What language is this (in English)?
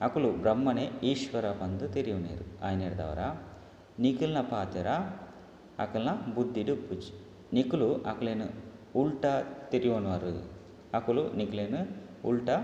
Tulu